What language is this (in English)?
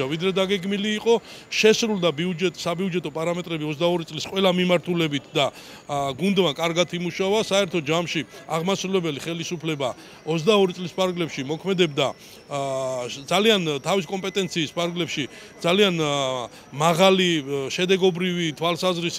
Georgian